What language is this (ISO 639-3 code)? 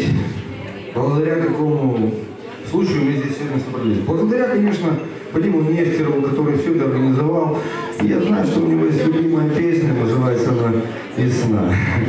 rus